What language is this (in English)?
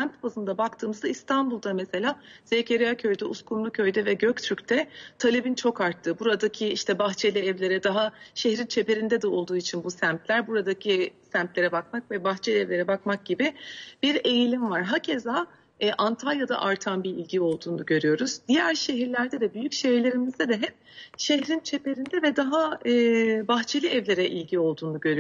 Turkish